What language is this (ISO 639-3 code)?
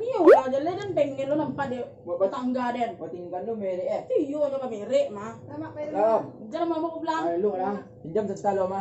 min